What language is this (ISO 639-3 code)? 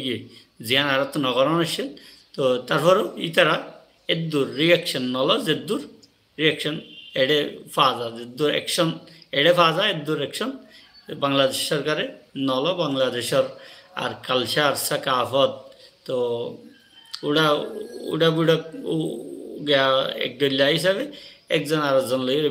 rhg